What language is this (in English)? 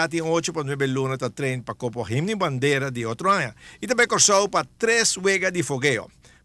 Papiamento